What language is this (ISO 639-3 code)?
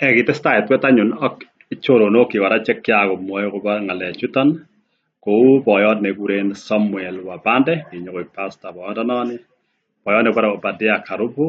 kln